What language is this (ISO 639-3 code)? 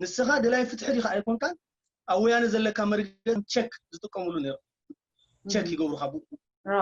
tir